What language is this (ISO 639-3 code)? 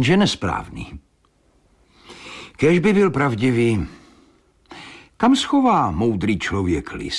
ces